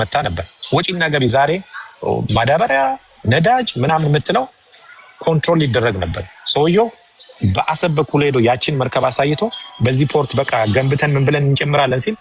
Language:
Amharic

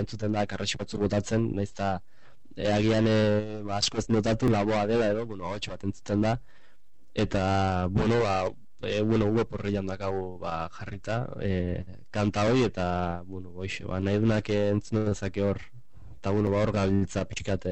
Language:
Basque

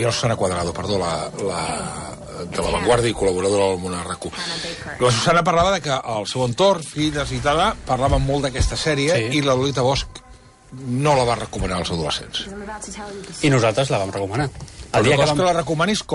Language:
Catalan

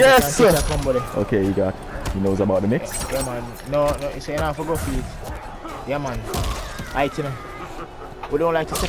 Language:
Jamaican Creole English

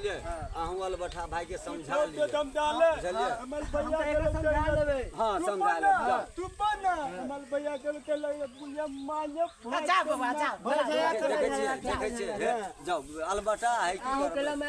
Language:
Maithili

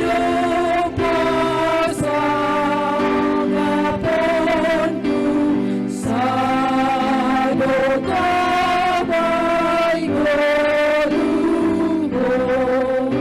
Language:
Batak Simalungun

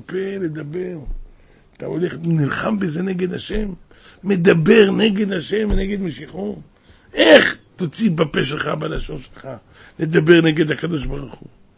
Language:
Hebrew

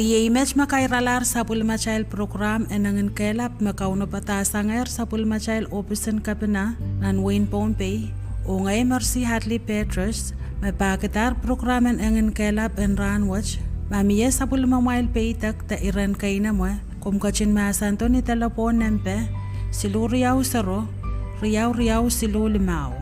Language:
Pohnpeian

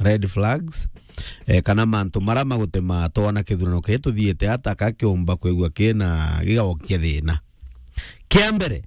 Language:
Meru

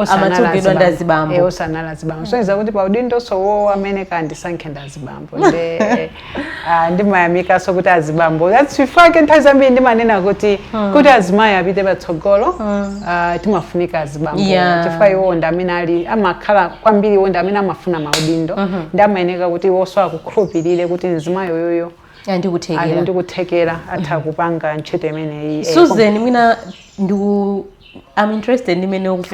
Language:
Nyanja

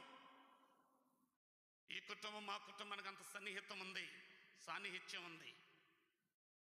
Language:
Telugu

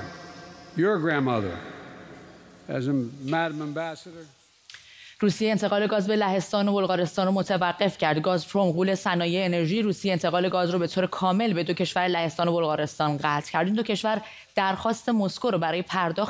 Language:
Persian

